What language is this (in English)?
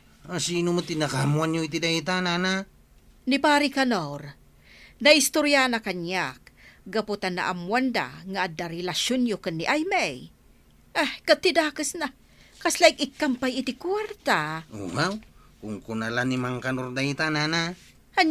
Iloko